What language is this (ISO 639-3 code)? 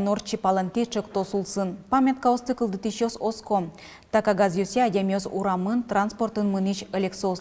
udm